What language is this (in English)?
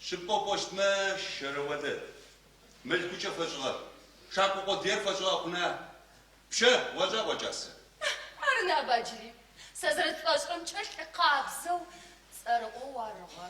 Adyghe